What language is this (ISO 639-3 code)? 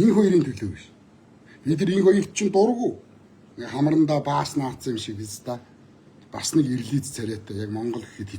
mon